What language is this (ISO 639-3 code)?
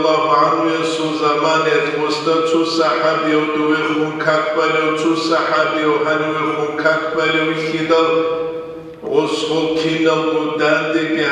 ava